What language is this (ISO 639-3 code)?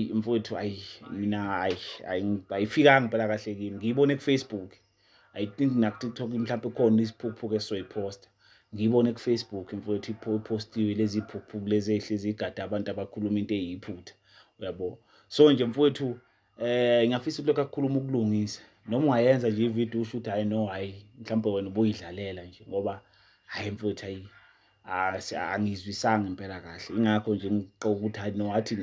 zul